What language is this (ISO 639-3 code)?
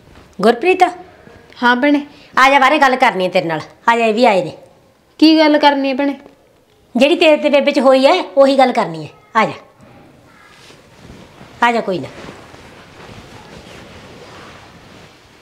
pan